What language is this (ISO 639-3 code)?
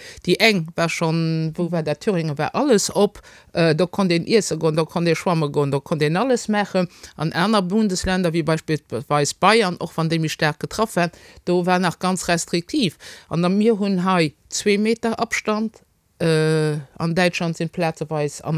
ltz